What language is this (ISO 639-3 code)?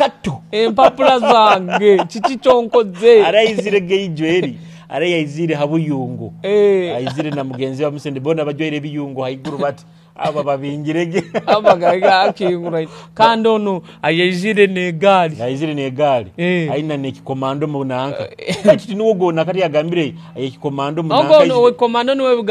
nyo